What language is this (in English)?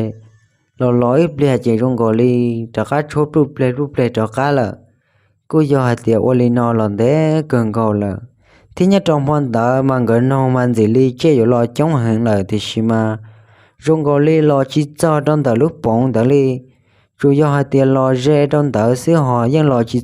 Hmong